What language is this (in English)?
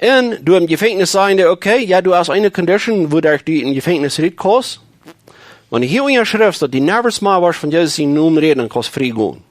Plautdietsch